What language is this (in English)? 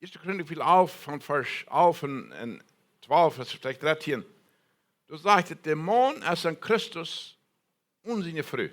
Plautdietsch